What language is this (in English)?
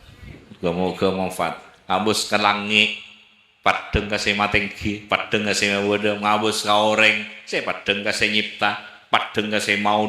Madurese